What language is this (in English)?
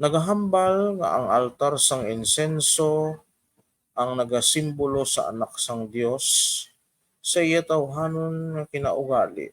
Hiligaynon